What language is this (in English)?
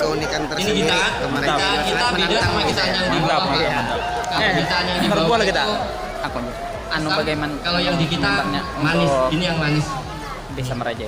Banjar